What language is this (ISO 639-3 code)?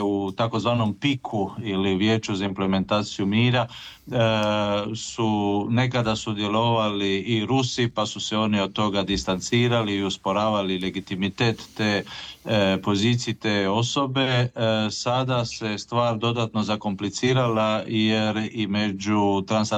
hrv